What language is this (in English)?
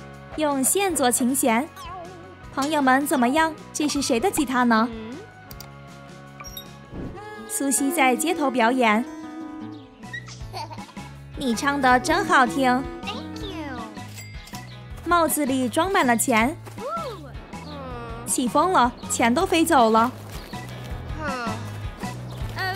Chinese